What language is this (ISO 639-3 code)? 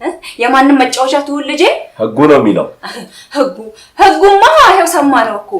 amh